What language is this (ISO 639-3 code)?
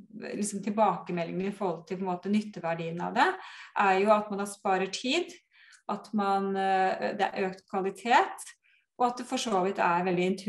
nor